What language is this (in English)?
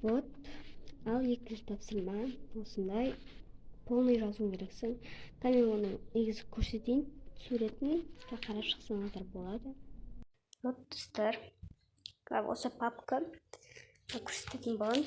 Kazakh